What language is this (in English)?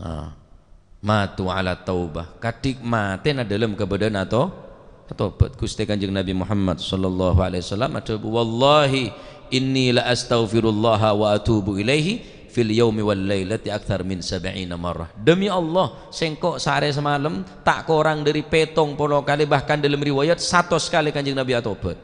Madurese